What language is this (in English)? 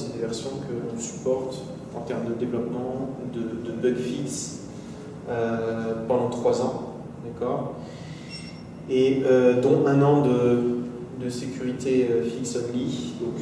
French